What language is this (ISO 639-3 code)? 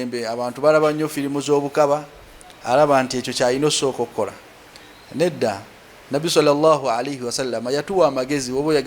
lug